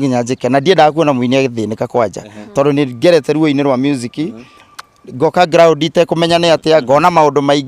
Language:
Kikuyu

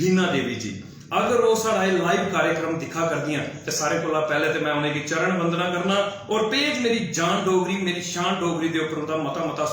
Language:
Dogri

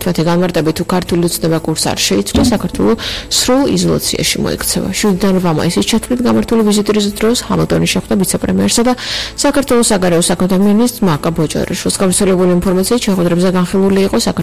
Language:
Georgian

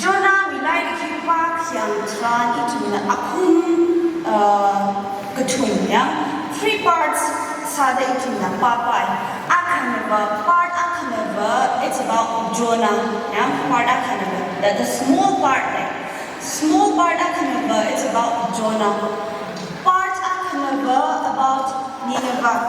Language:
Tangkhul Naga (India)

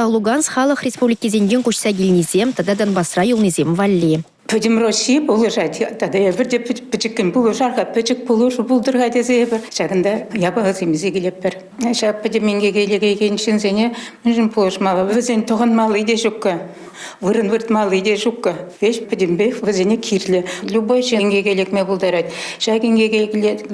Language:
Chuvash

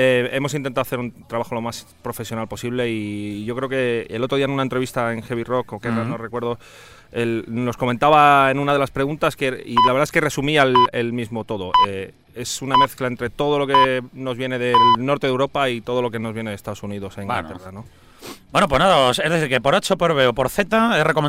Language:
Spanish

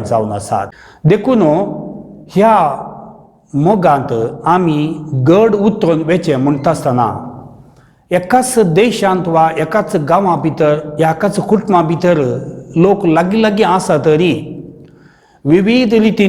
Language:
Konkani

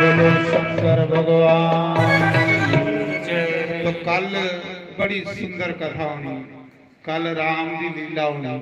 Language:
Dogri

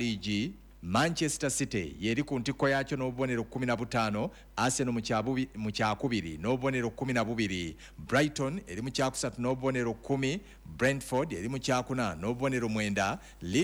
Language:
Ganda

